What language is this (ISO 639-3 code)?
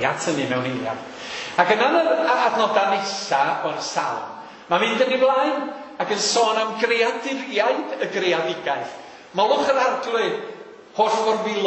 cym